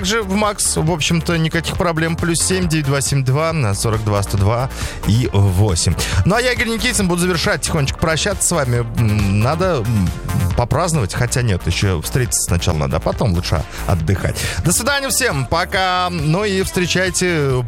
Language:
Russian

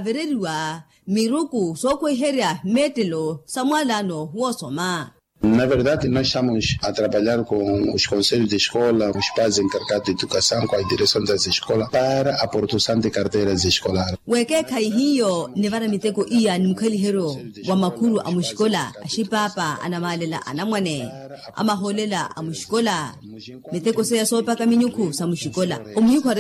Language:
Makhuwa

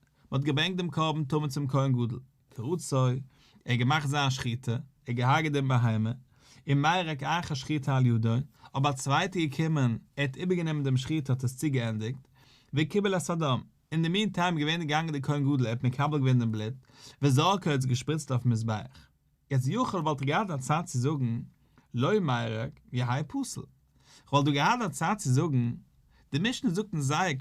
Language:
Yiddish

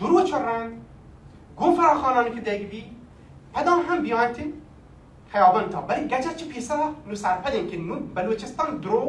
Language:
Baluchi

